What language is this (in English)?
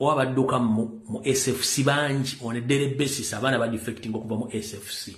Ganda